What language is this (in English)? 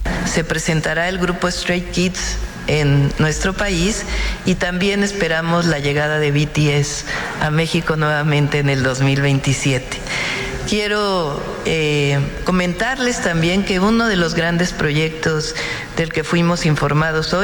Spanish